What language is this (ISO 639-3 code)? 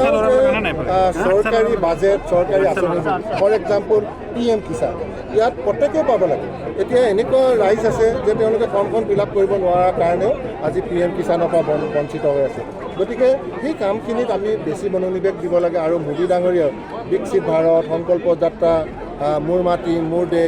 asm